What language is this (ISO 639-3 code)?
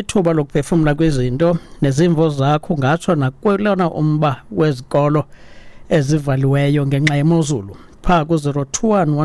xho